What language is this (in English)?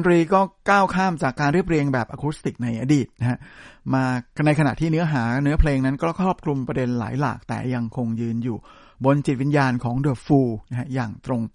Thai